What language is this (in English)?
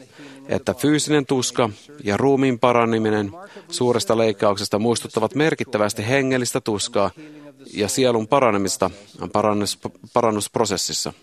Finnish